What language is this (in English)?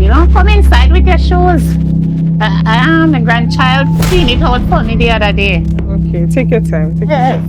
Jamaican Creole English